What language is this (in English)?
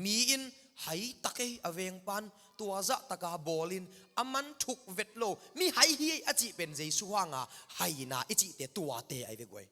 Tedim Chin